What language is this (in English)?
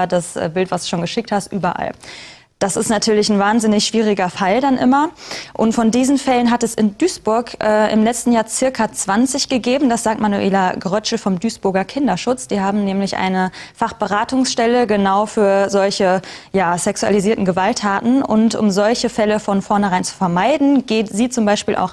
German